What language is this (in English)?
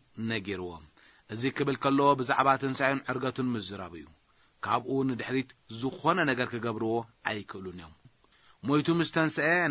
Tigrinya